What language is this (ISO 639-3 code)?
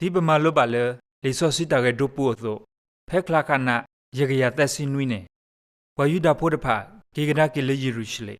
ksw